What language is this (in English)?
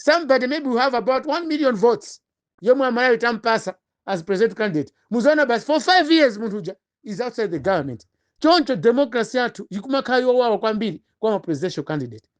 Nyanja